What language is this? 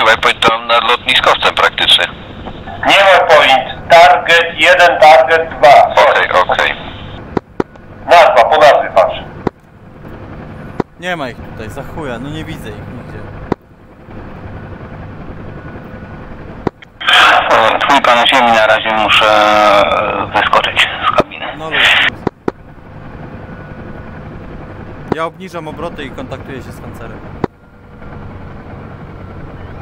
Polish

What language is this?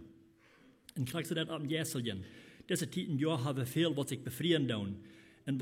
Plautdietsch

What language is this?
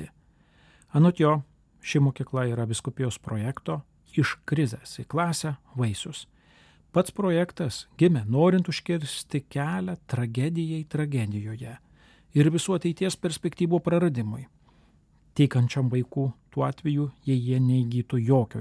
Lithuanian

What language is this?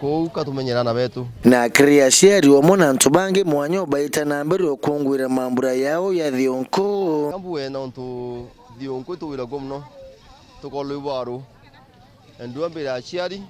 Meru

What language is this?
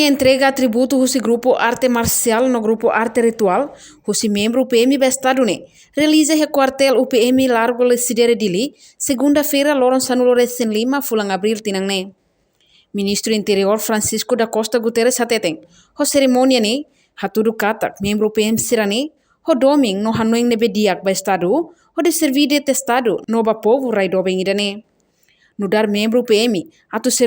Tetum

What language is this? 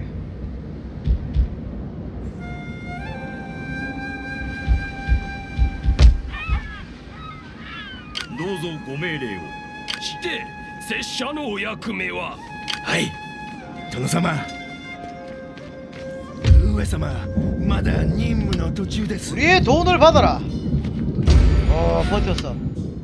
Korean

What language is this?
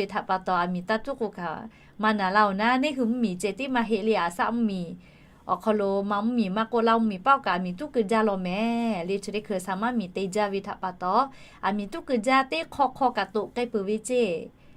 Lahu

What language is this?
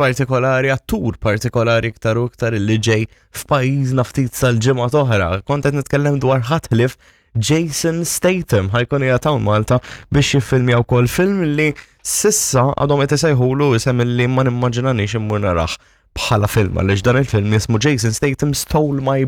Maltese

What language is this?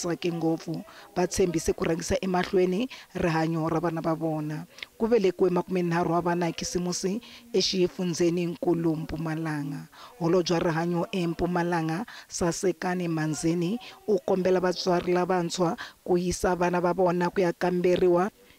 Tsonga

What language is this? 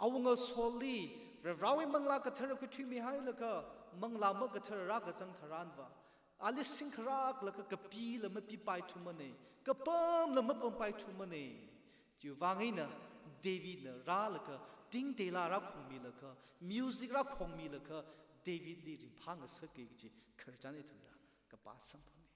Tangkhul Naga (India)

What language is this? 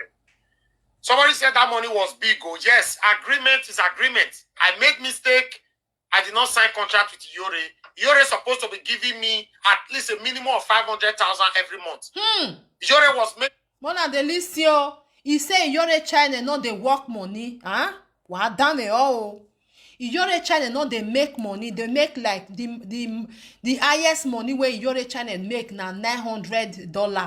Nigerian Pidgin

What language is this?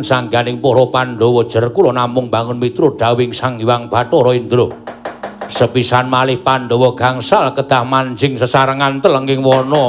Javanese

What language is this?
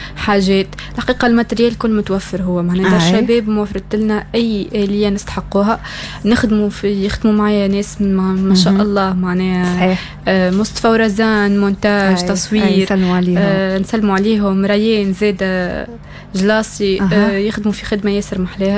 Tunisian Arabic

